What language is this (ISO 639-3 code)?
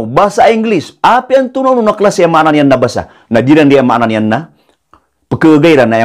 mrw